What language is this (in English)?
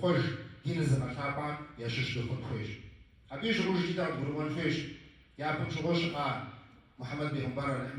Kabardian